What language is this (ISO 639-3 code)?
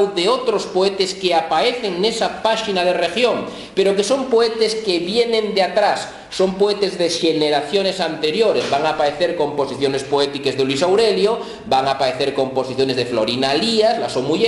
ast